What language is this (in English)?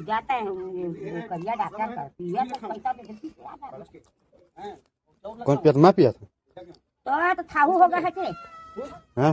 Chhattisgarhi